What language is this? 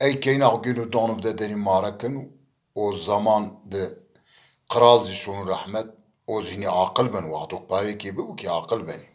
Zaza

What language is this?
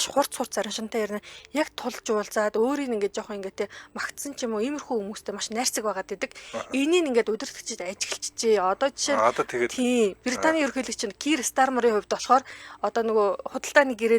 Mongolian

